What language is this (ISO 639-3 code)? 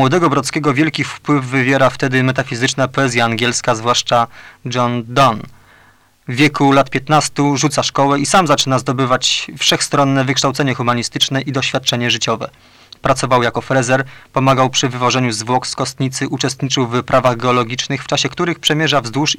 pol